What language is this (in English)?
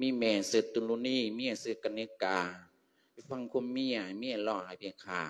Lao